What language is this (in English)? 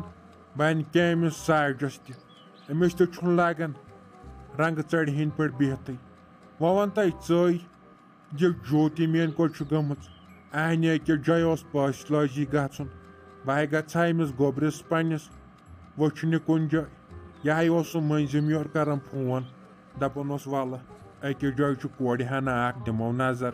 Kashmiri